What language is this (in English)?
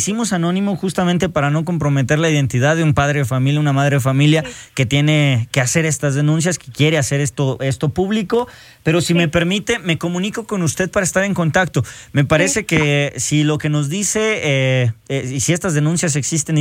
Spanish